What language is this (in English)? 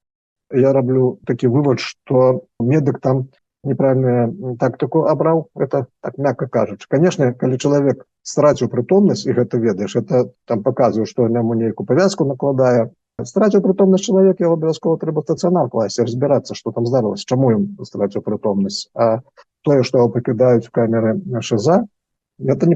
Belarusian